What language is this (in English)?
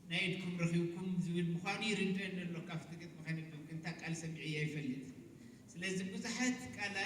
Tigrinya